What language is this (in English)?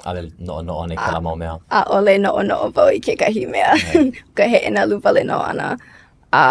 Hawaiian